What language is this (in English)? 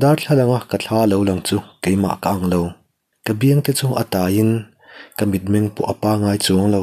Mizo